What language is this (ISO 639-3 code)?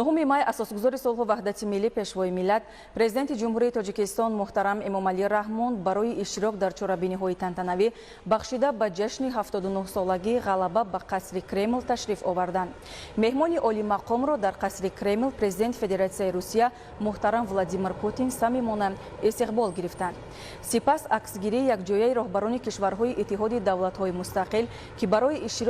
tgk